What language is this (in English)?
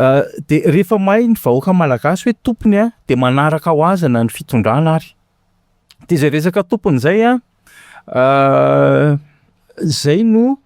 Malagasy